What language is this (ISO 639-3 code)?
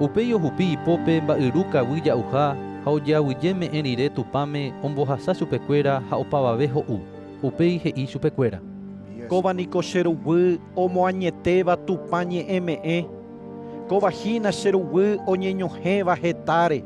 grn